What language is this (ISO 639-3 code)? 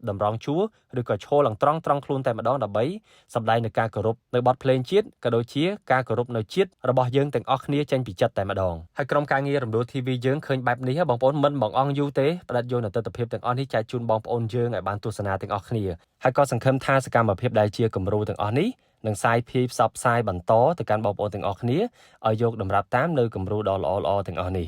khm